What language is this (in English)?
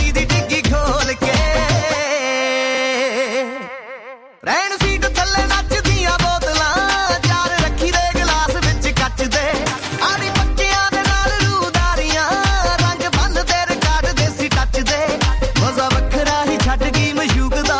Punjabi